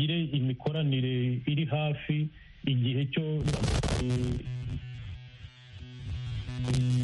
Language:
Kinyarwanda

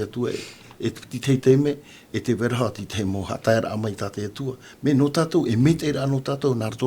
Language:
Tahitian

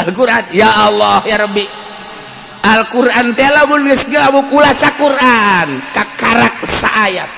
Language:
Sundanese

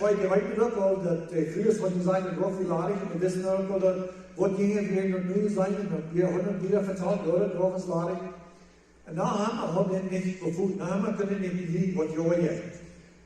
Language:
Plautdietsch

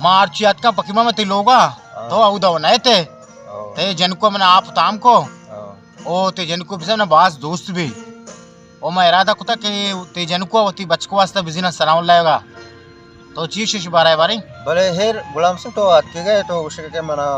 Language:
Baluchi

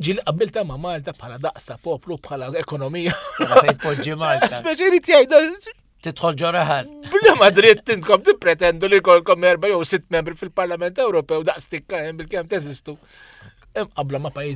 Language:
Maltese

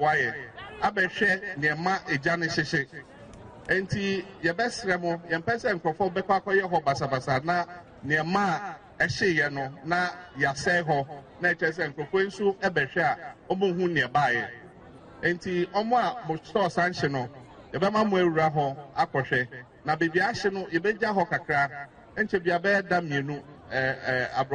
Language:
Akan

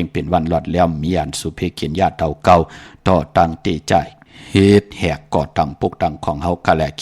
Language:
Shan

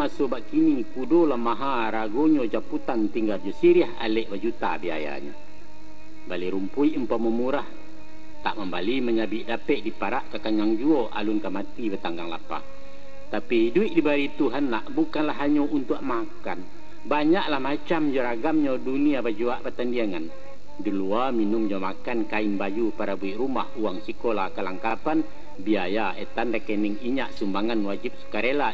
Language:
Minangkabau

